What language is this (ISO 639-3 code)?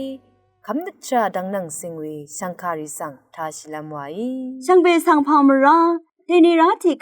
raw